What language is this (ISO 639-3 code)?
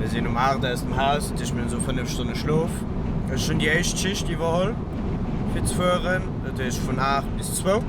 ltz